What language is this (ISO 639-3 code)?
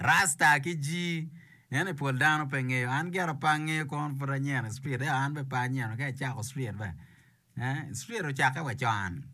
ach